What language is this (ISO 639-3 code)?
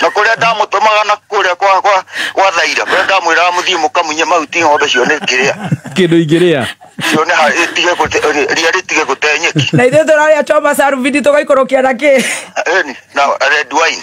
kik